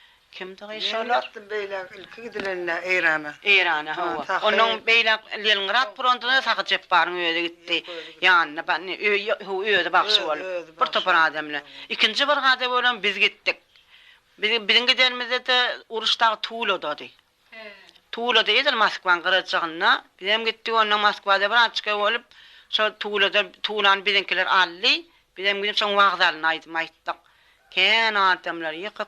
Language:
Turkmen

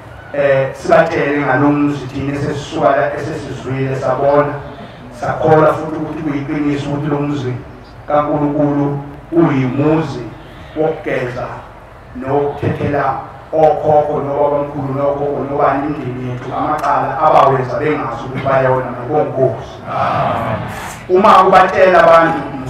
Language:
Zulu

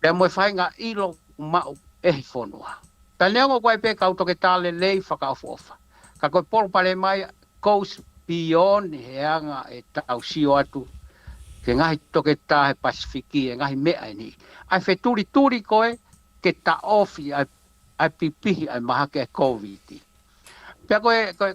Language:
Tongan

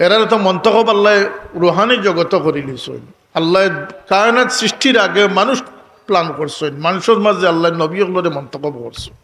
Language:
Sylheti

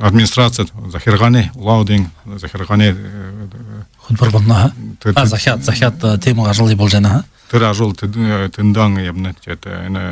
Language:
Buriat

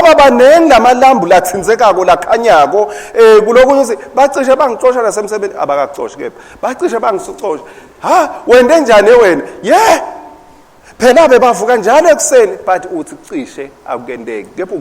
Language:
Swati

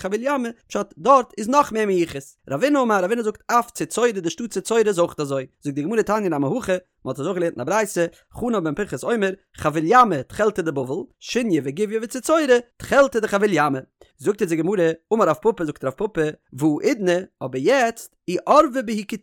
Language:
Yiddish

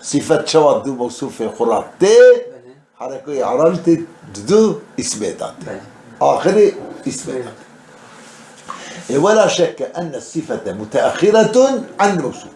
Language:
Kurdish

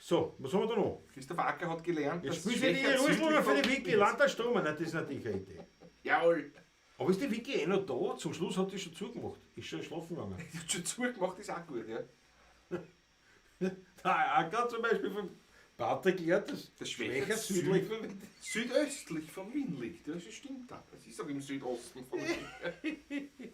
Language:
Bavarian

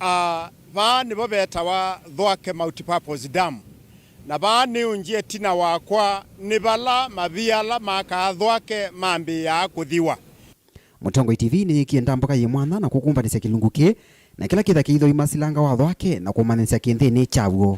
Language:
Kamba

